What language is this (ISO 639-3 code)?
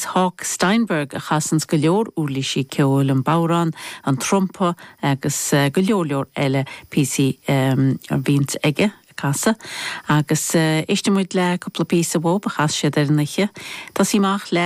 gle